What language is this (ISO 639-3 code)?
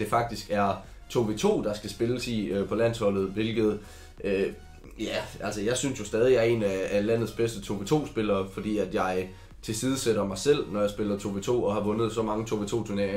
dan